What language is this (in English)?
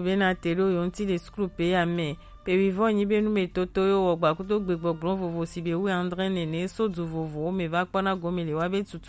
Gen